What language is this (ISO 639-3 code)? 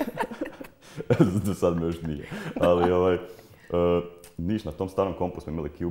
hrv